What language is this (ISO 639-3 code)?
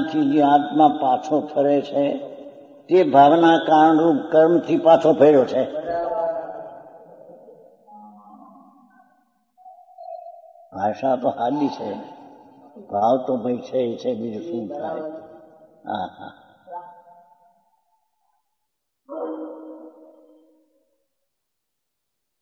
guj